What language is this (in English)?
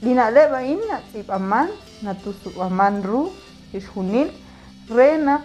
Kekchí